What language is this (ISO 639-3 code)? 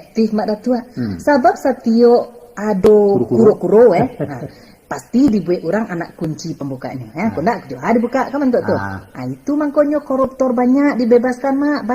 min